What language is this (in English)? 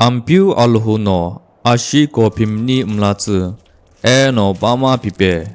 Sumi Naga